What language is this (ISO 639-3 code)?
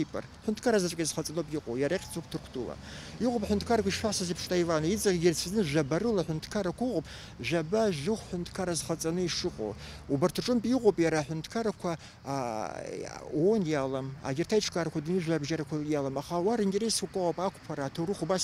abk